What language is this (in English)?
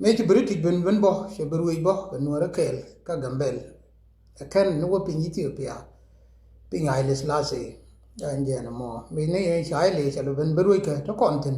Nuer